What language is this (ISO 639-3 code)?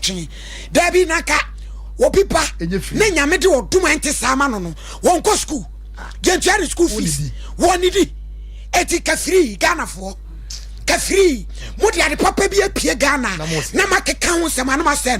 aka